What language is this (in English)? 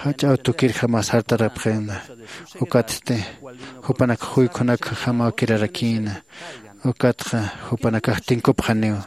Aymara